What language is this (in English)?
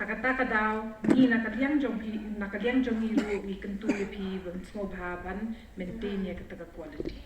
Pnar